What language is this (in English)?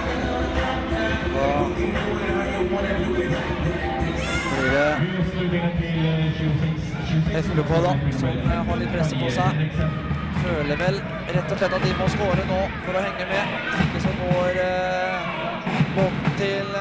Norwegian